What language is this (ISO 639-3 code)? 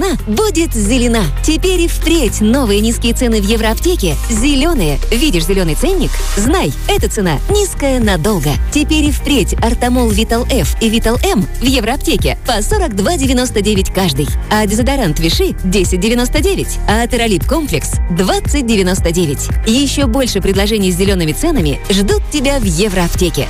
rus